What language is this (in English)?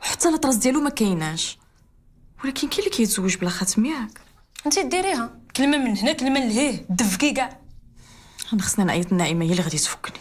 Moroccan Arabic